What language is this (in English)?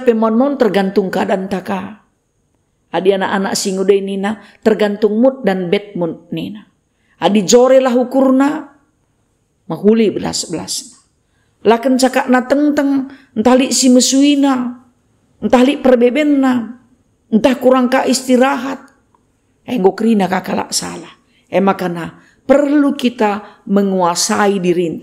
Batak Karo